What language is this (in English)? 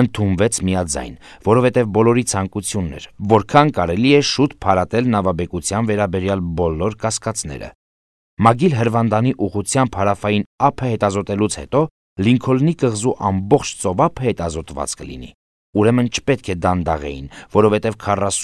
Armenian